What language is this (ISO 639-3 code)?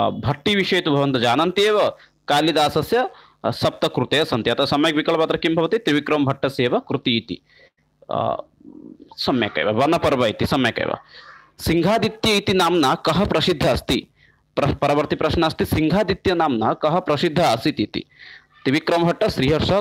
san